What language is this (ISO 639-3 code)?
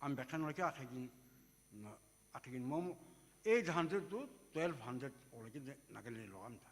nsm